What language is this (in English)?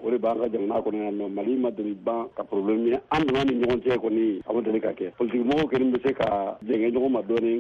Bambara